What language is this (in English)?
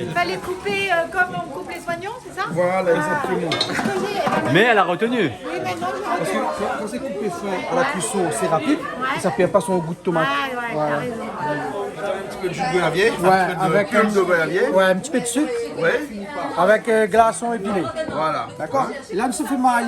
Réunion Creole French